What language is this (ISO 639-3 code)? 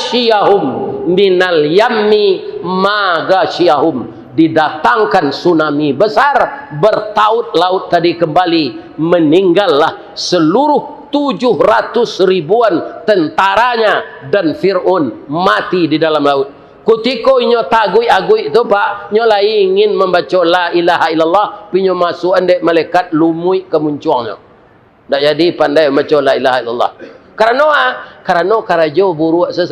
min